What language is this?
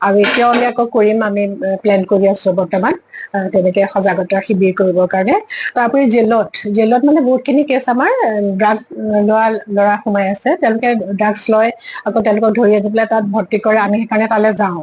Assamese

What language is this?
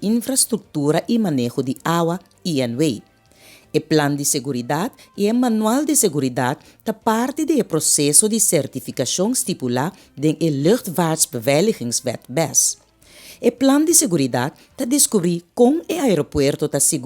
Papiamento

